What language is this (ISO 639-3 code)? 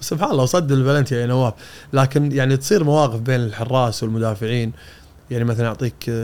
afb